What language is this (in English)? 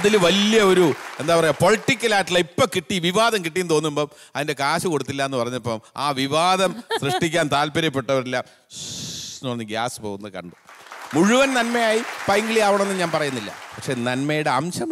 Malayalam